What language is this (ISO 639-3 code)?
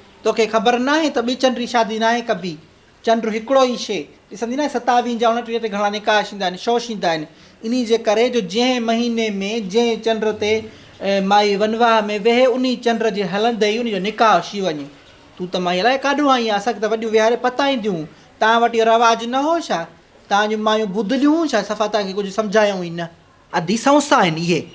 snd